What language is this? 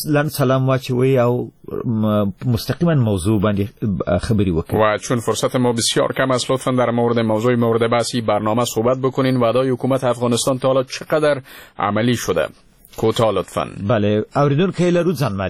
Persian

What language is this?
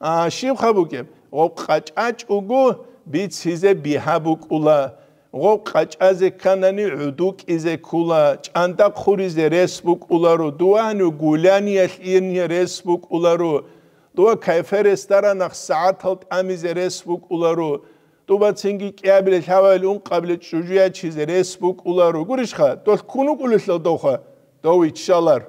Avaric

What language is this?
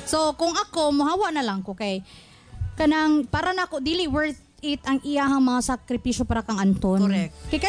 Cebuano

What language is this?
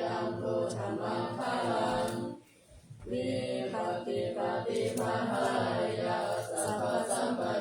Pali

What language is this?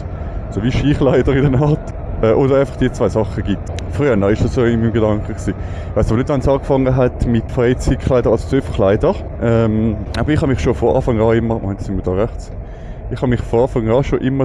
Swiss German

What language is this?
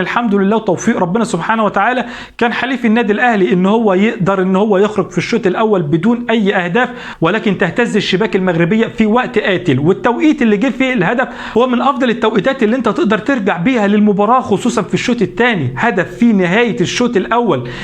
Egyptian Arabic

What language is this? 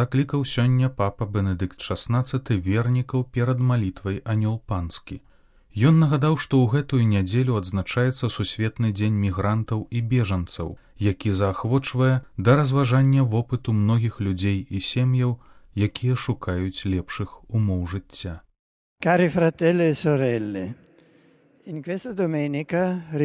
Belarusian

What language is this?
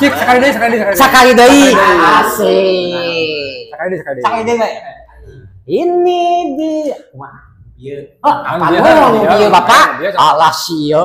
Sundanese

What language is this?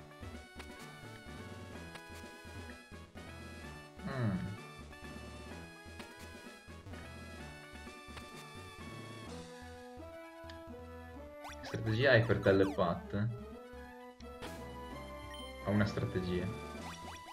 Italian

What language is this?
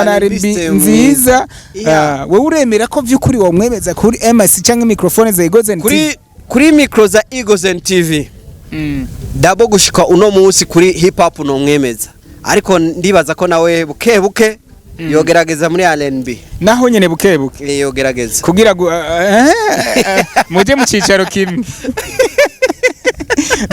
Rundi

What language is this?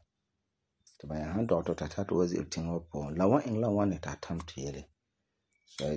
Frafra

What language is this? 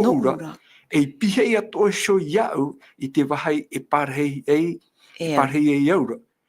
Tahitian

